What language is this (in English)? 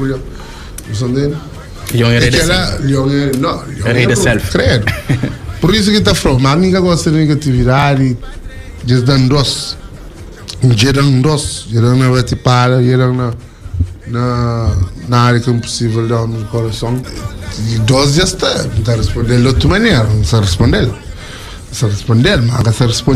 Kabuverdianu